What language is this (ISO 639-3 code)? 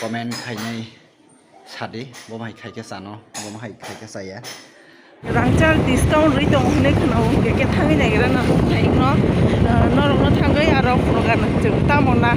trp